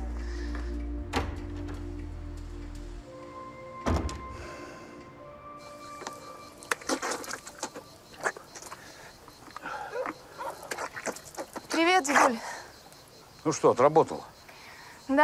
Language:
Russian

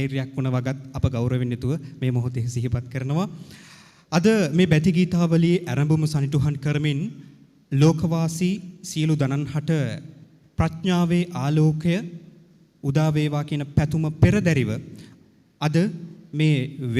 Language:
Sinhala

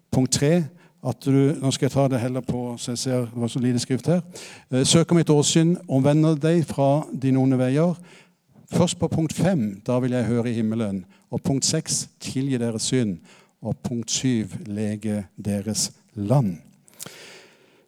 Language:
Norwegian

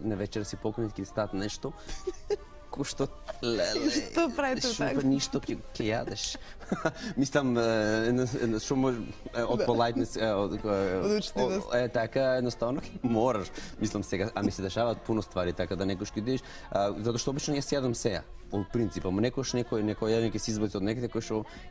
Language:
Macedonian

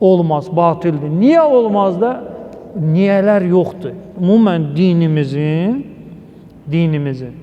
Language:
Azerbaijani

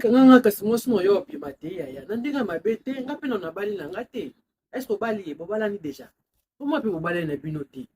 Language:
Lingala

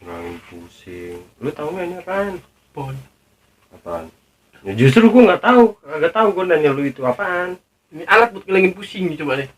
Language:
Betawi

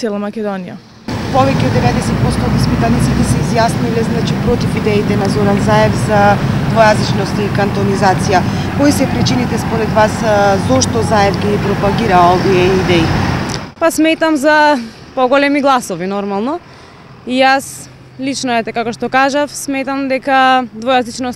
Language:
Macedonian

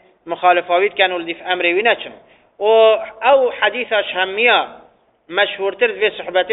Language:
Arabic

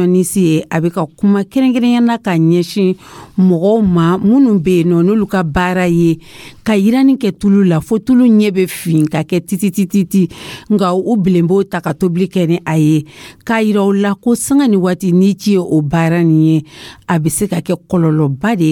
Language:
Dyula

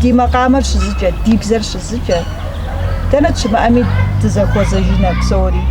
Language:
Kabardian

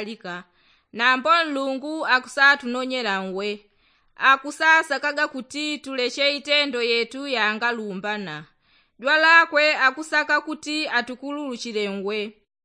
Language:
Yao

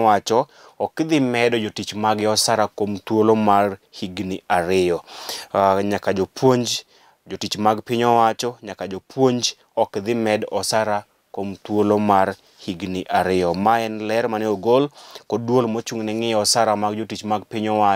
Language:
Luo (Kenya and Tanzania)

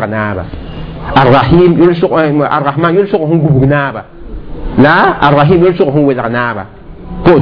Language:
Mossi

